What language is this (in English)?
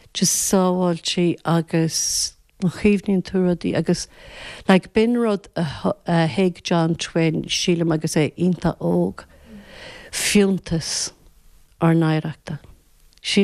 Irish